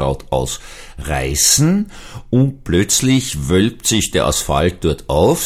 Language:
German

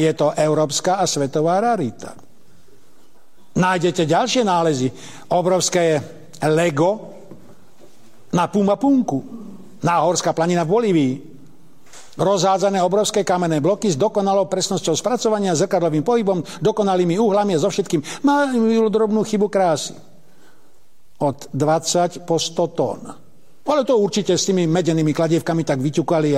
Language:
Slovak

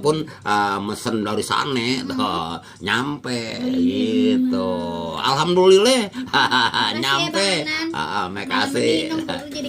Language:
Betawi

